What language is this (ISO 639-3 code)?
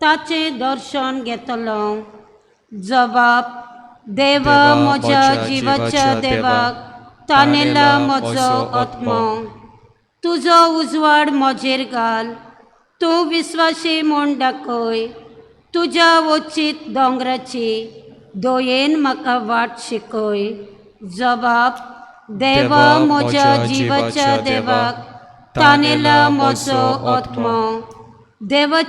kok